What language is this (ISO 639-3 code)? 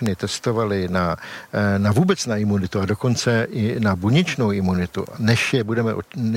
ces